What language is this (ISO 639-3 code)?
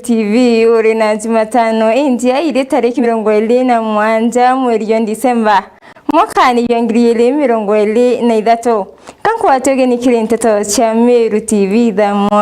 mer